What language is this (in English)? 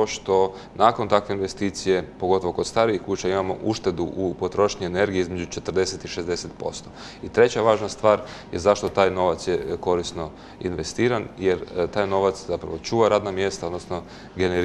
Croatian